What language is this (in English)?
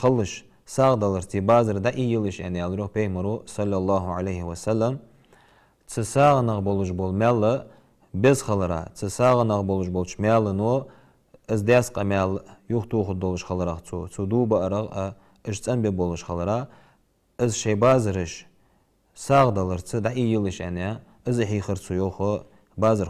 Ingush